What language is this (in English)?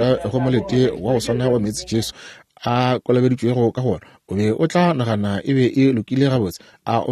Northern Sotho